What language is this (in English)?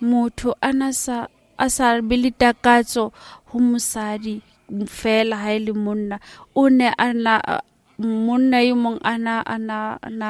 Southern Sotho